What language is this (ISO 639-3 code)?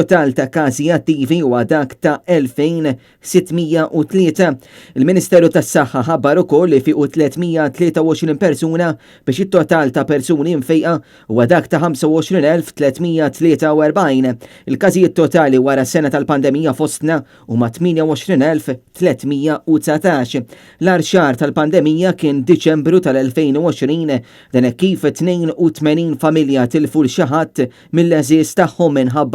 mlt